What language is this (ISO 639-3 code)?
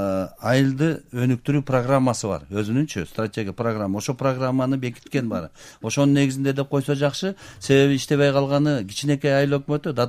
kir